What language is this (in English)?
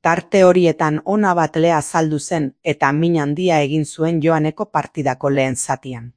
Basque